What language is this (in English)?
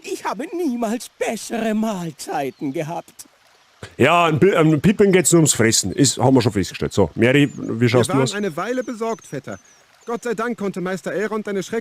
Bavarian